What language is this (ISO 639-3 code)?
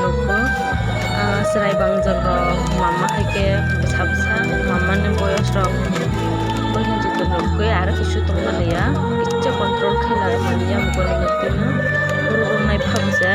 trp